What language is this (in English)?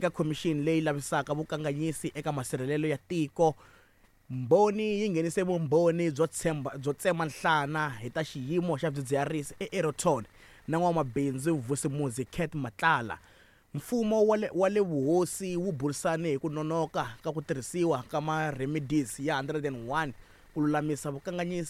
Tsonga